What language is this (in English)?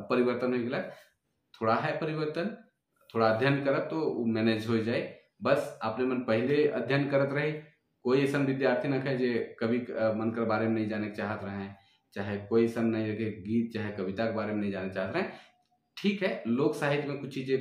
Sadri